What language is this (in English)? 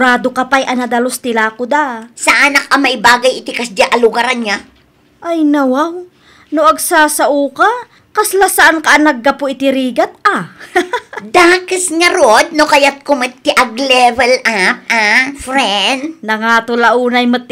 Iloko